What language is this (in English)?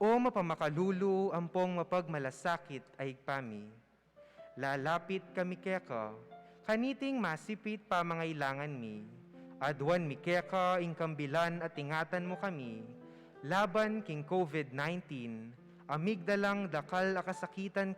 Pampanga